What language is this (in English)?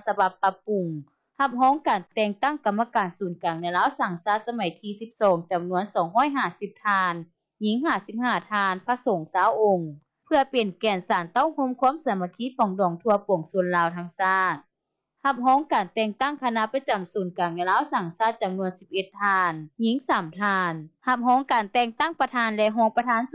Lao